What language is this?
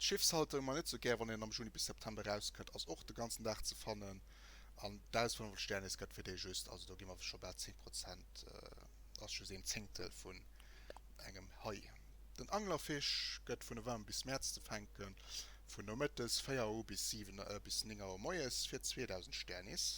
Luxembourgish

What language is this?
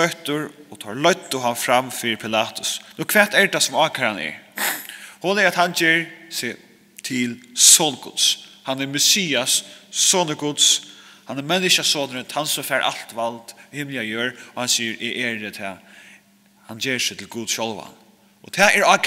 Faroese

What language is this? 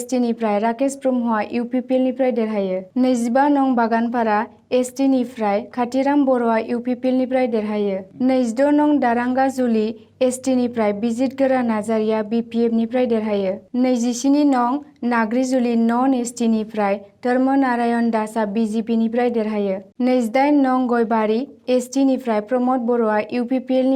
Bodo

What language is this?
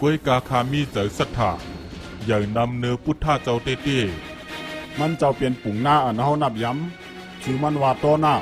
Shan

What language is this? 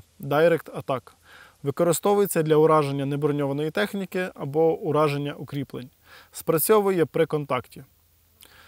Ukrainian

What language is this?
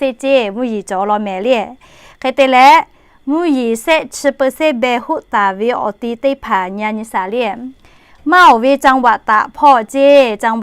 Lahu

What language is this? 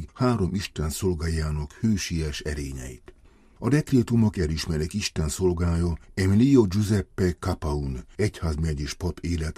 Hungarian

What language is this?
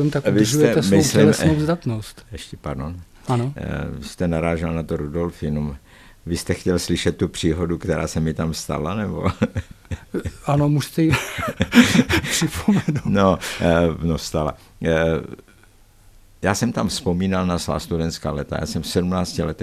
Czech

